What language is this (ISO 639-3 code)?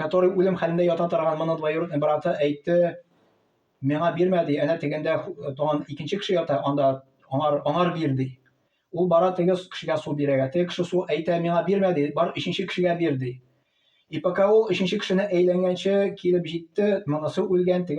tat